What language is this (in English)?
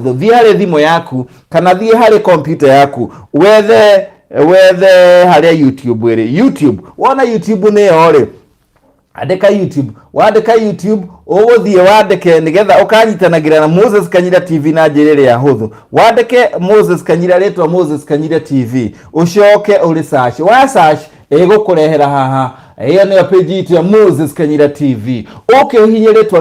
Kikuyu